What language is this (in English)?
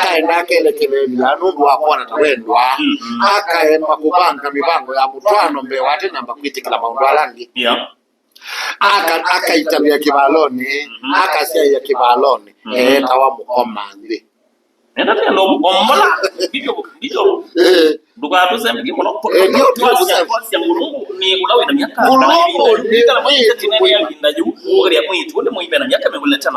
Kamba